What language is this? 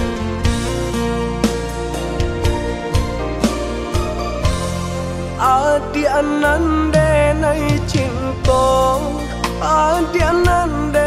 Minangkabau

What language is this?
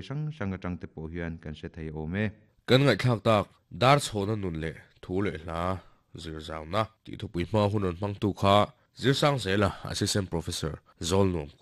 Mizo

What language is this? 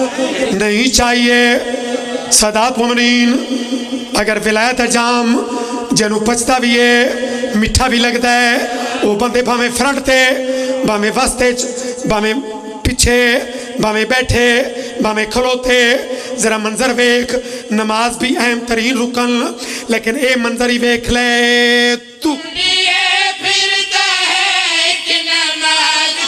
Pahari-Potwari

